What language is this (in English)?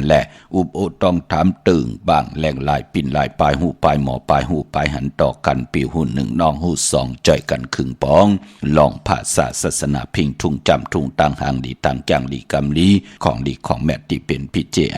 Shan